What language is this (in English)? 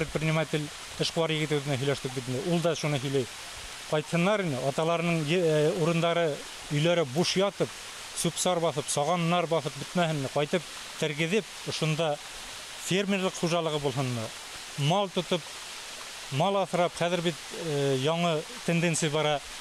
Bashkir